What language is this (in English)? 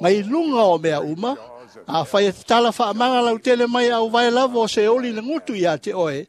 Samoan